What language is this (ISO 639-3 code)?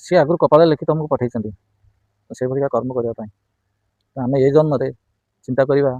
ori